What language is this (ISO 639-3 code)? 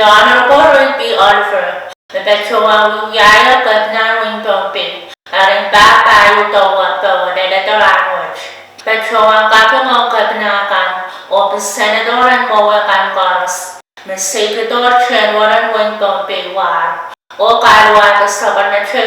pon